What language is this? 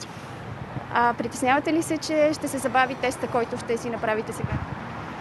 Bulgarian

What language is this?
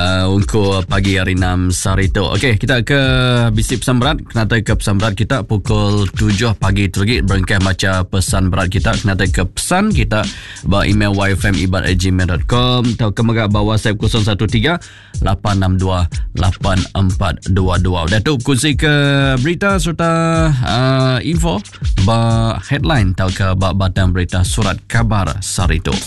Iban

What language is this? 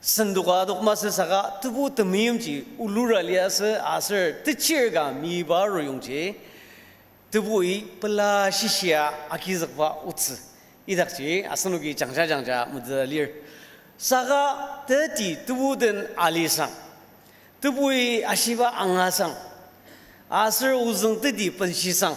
Ao Naga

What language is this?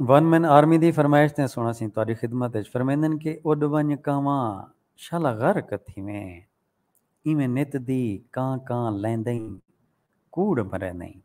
Saraiki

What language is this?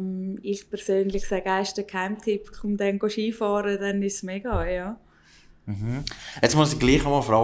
Swiss German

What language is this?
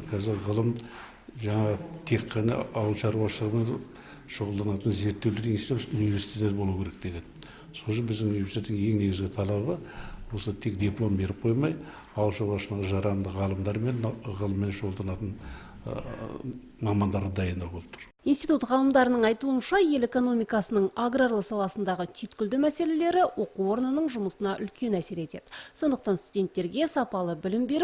Kazakh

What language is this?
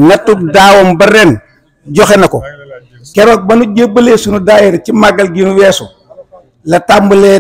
Wolof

